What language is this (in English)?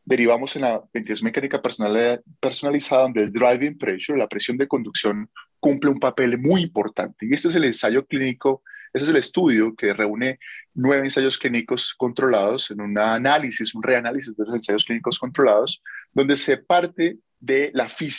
Spanish